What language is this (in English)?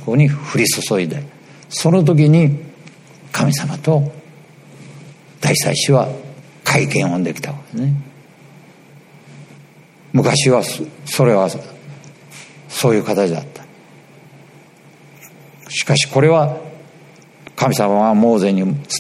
Japanese